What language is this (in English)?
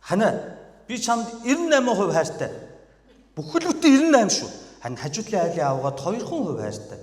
Mongolian